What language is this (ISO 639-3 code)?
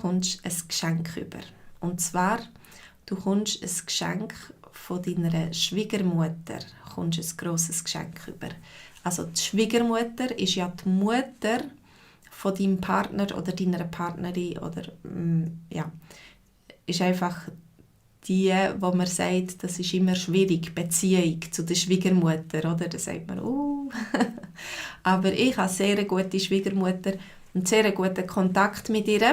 gsw